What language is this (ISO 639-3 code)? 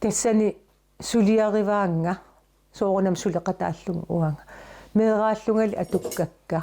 kal